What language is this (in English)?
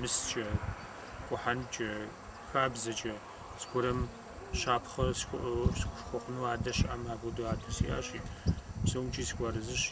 Kabardian